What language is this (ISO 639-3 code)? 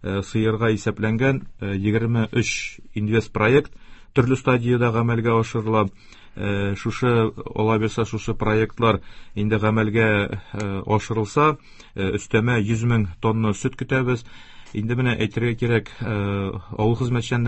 tat